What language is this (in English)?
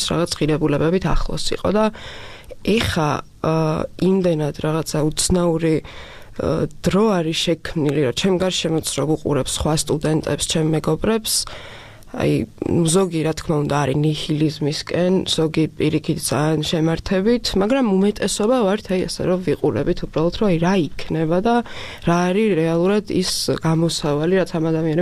Georgian